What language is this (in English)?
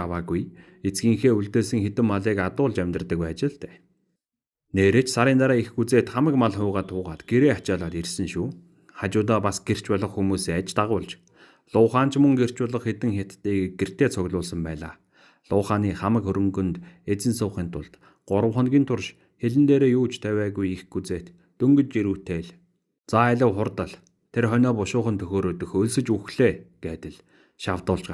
Mongolian